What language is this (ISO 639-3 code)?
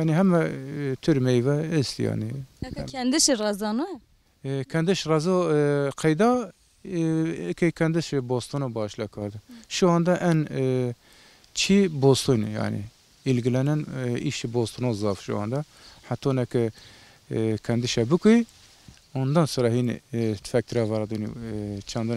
zza